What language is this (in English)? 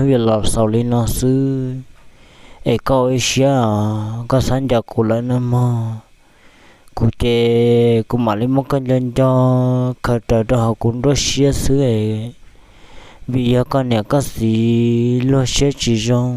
Hmong